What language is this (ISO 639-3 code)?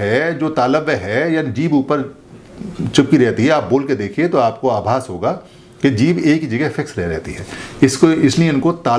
hin